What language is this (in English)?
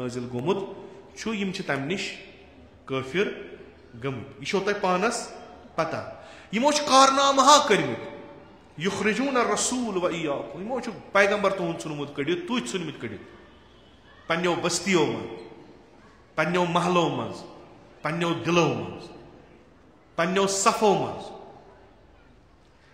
Kashmiri